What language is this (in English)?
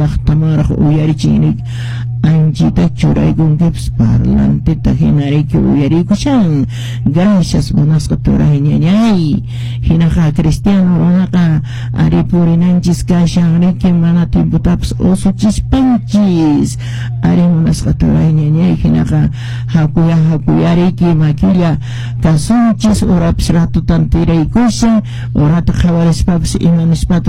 Quechua